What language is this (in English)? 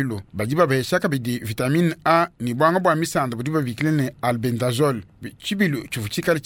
Luba-Lulua